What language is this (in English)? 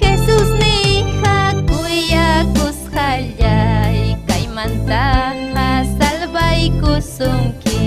Ayacucho Quechua